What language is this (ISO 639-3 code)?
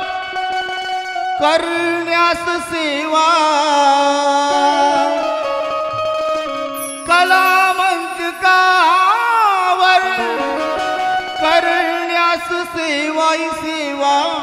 mar